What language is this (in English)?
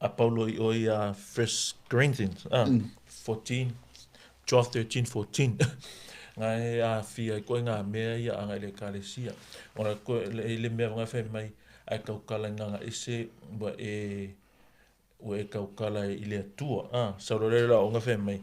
Samoan